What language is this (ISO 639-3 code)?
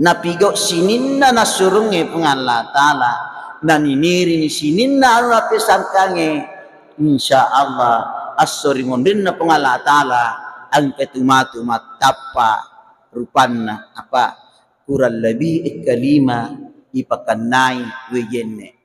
bug